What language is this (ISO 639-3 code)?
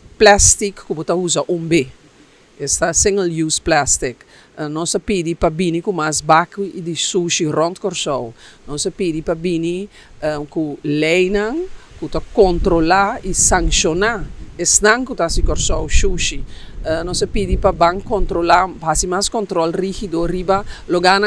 pap